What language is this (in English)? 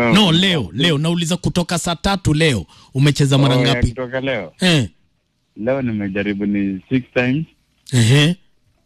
Swahili